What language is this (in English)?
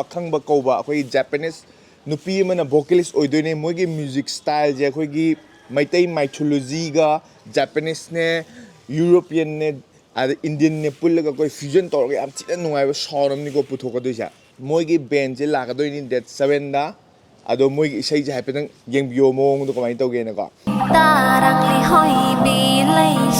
Manipuri